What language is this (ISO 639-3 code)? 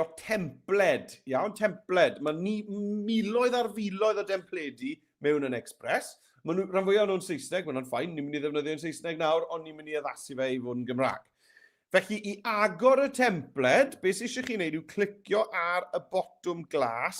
cym